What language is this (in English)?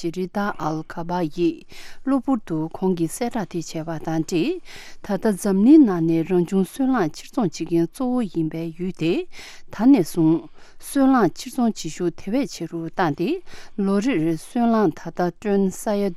Tibetan